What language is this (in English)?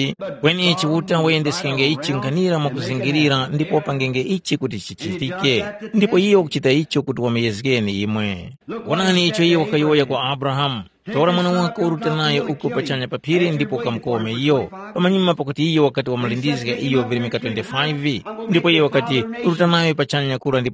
Tumbuka